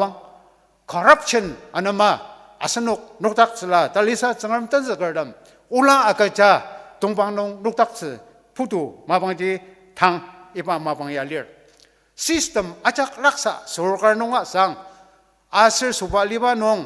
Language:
Ao Naga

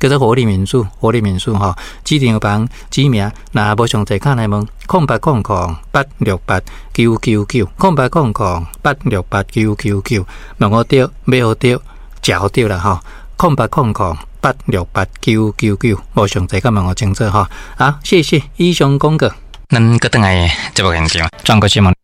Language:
Min Nan Chinese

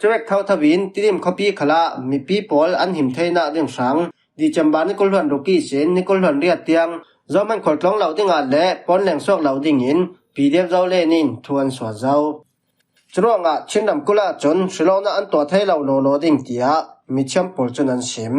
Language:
Falam Chin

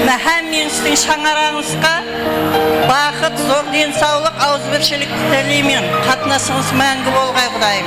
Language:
Kara-Kalpak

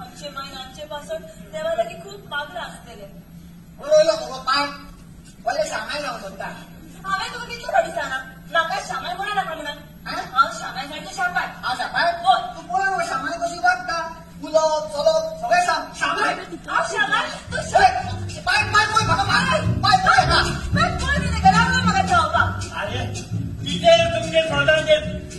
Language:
Konkani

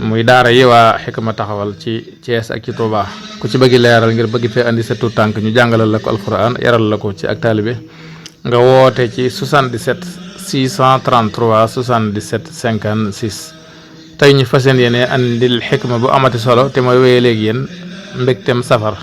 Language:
Wolof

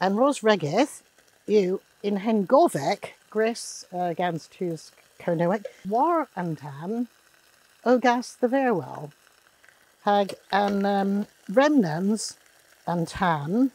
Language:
Cornish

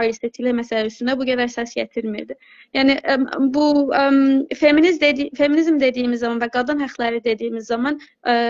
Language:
South Azerbaijani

